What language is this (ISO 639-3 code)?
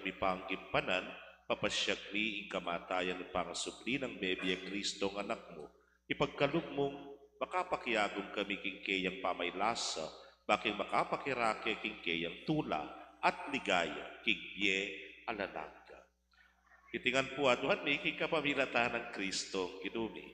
pam